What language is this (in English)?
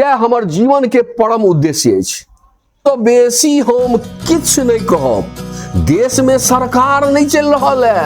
Maithili